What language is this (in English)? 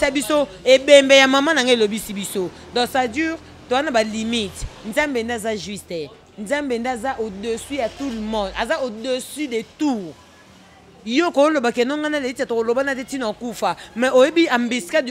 Lingala